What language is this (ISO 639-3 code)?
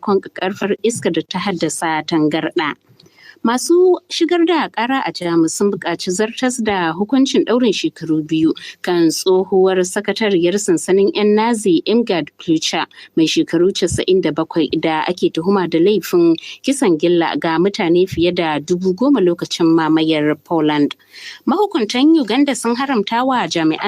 hau